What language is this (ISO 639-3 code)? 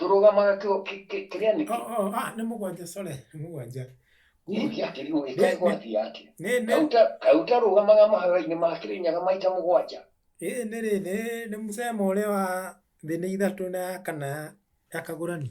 kik